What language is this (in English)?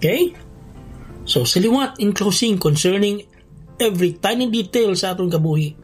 Hiligaynon